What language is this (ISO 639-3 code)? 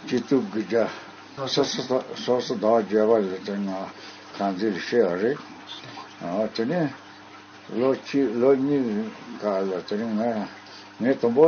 bod